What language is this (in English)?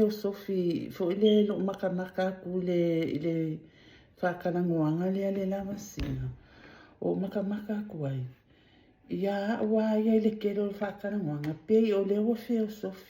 Samoan